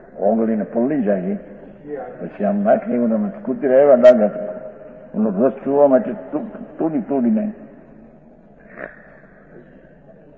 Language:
Gujarati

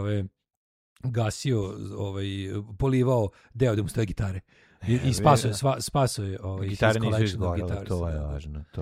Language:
Serbian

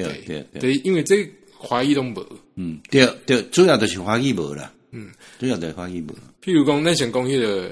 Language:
Min Nan Chinese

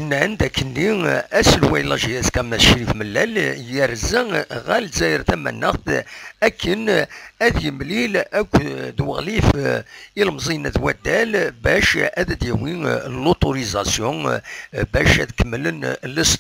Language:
Kabyle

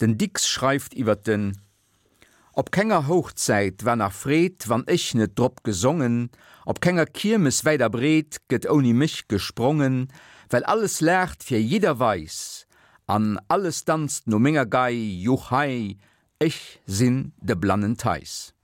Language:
Luxembourgish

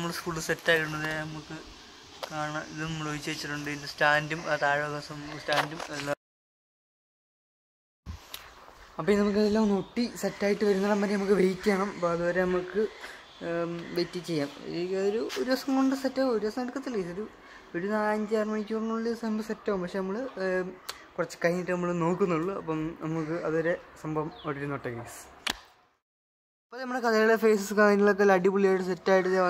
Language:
Malayalam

